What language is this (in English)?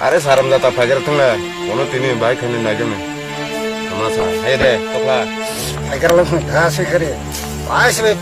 Kok Borok